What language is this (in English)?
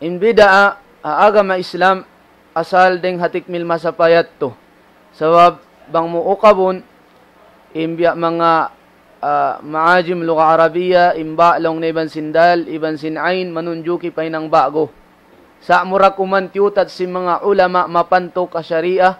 Tausug